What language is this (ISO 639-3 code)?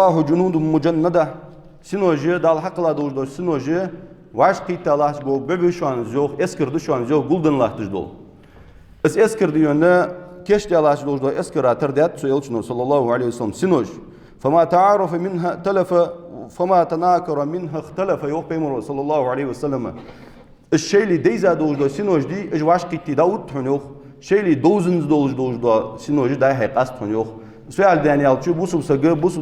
inh